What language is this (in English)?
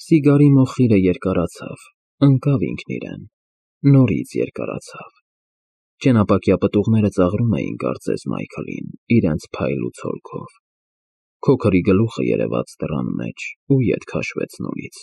Armenian